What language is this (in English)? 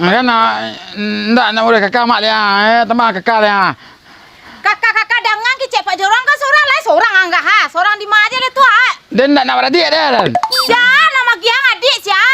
Minangkabau